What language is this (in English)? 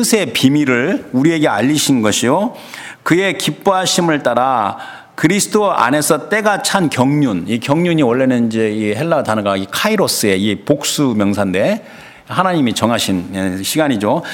Korean